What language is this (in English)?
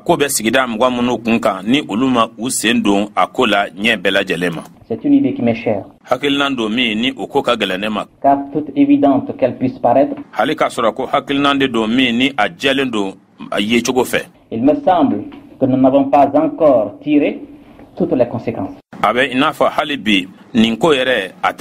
Bambara